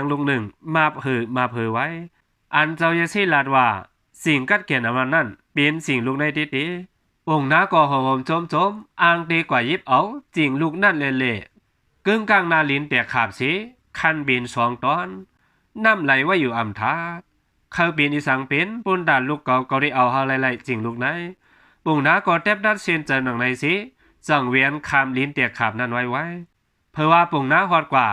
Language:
Shan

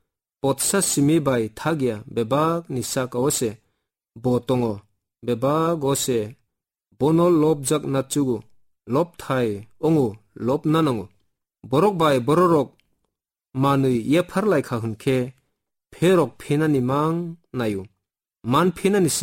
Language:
Kok Borok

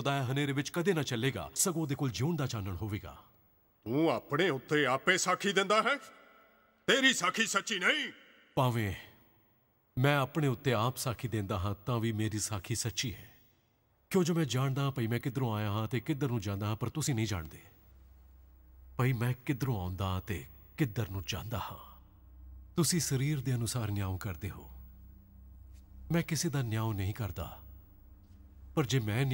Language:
Punjabi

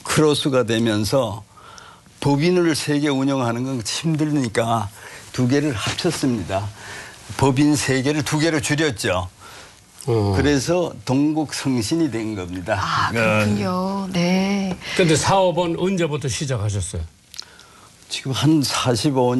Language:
Korean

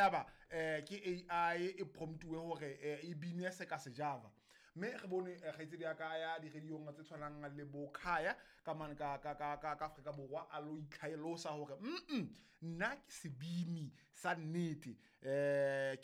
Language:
Southern Sotho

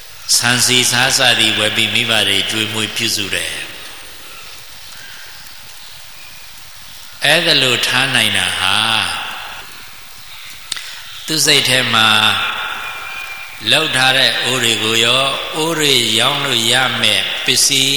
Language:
Burmese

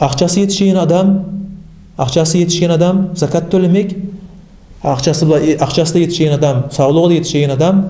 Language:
Kumyk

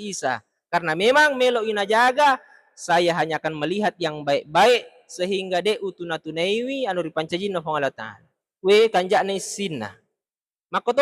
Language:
Buginese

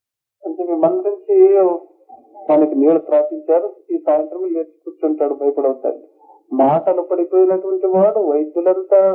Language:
Telugu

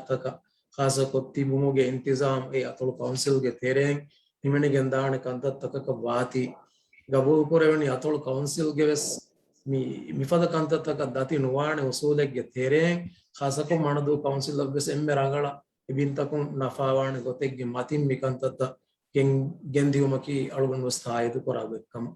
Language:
Divehi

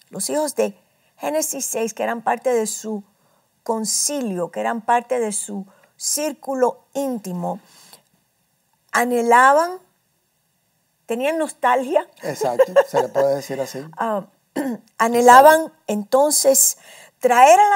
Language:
Spanish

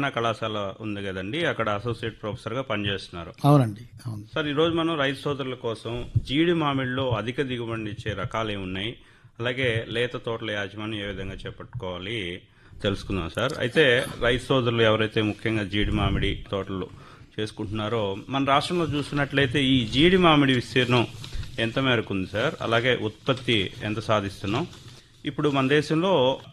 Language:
Telugu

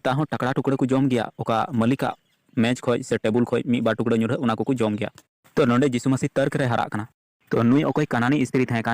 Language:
Santali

